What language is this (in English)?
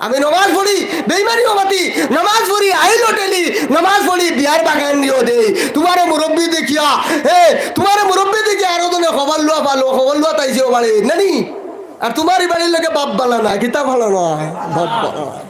Sylheti